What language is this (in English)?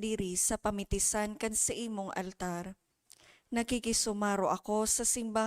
Bikol